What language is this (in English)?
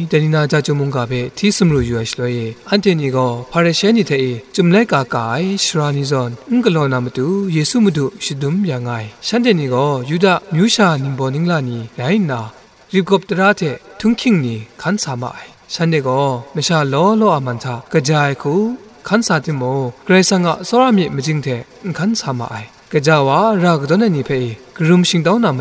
Kachin